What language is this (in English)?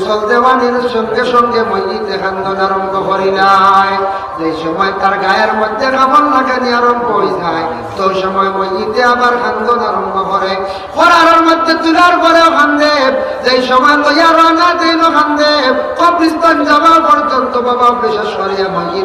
Sylheti